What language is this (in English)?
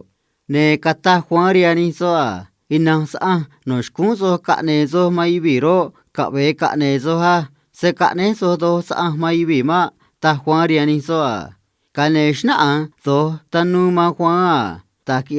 Copala Triqui